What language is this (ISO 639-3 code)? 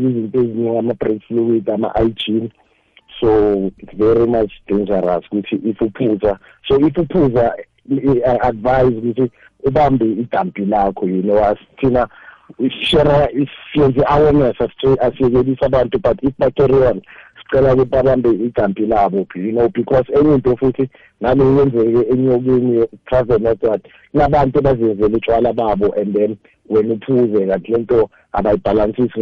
nbl